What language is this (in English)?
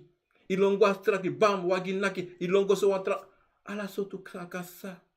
Sranan Tongo